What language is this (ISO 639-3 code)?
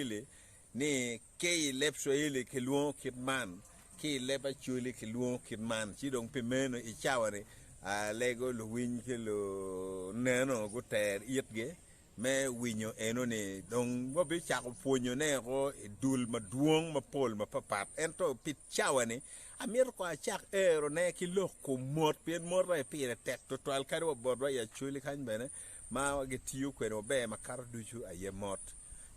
ach